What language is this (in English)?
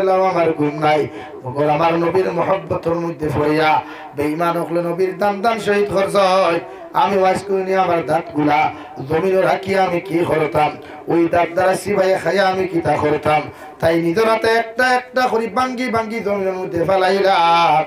Sylheti